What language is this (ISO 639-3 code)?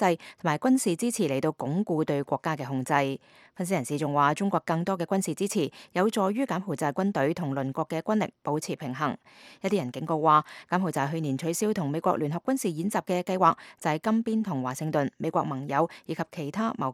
yue